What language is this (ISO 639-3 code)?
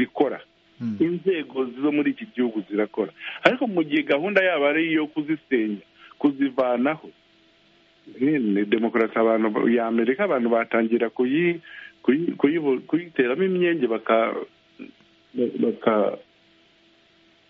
kin